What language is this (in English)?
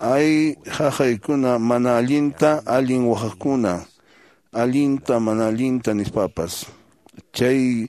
Quechua